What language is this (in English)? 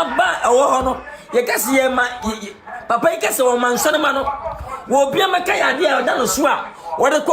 Akan